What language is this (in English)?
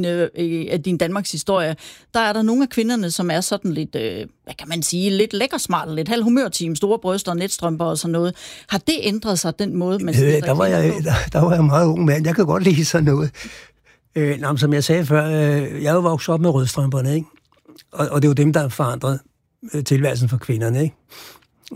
Danish